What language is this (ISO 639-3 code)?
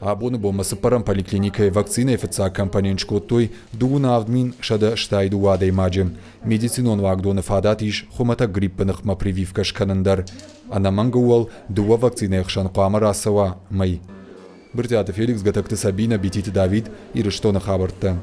oss